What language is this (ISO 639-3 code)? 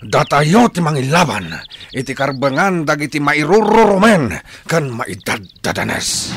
ilo